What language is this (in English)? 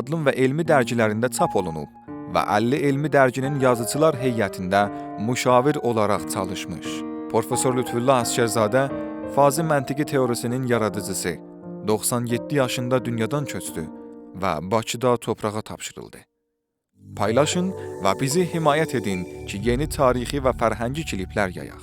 South Azerbaijani